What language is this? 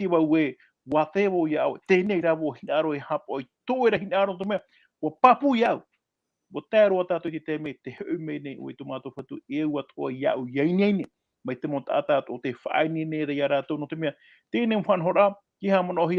Tahitian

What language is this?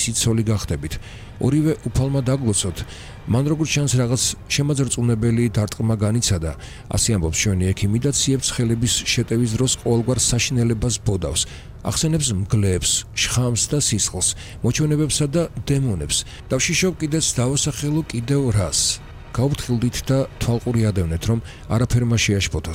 Georgian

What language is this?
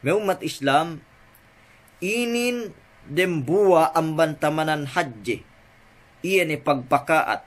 Yakan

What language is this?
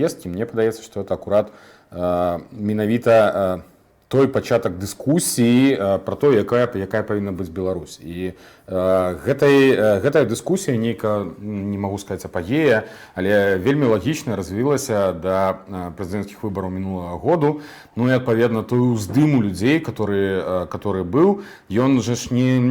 Belarusian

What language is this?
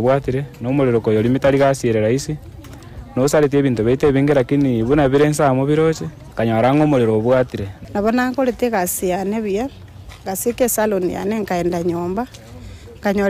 Gusii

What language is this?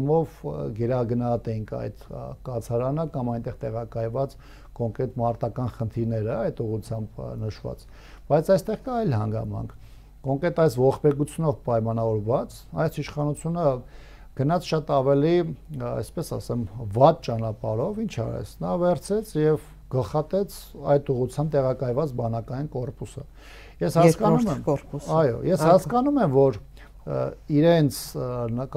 Armenian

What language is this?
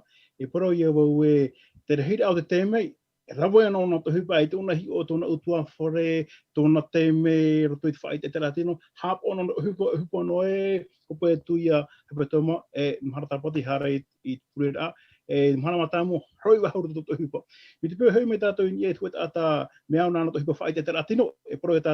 Tahitian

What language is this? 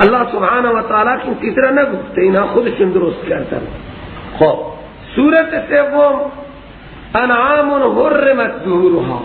Persian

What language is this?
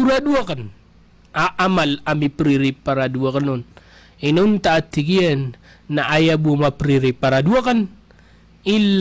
Maranao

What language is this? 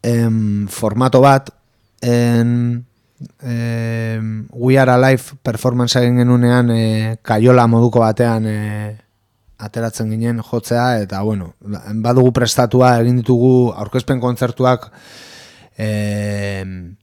Basque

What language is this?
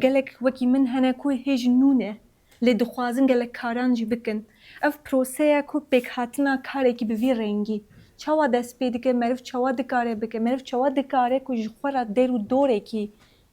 Kurdish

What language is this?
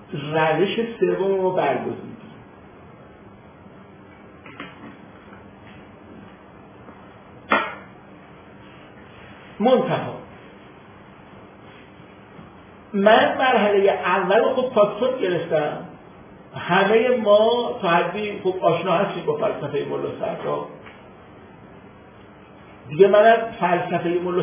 Persian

